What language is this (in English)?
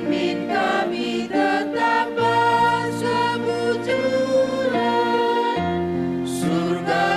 Batak Karo